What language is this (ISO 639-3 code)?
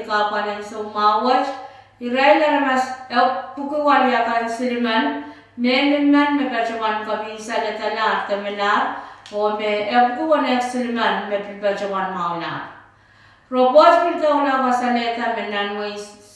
pon